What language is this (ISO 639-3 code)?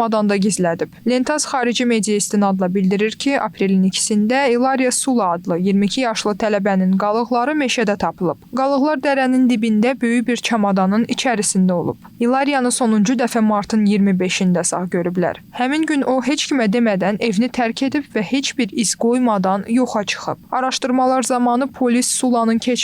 aze